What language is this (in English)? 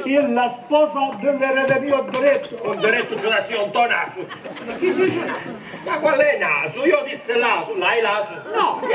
Sicilian